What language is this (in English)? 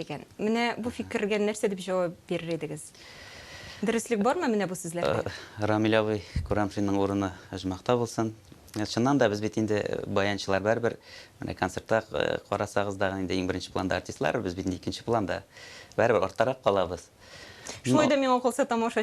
Tatar